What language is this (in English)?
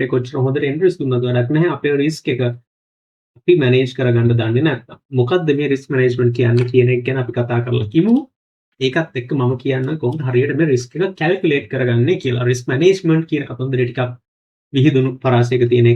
Sinhala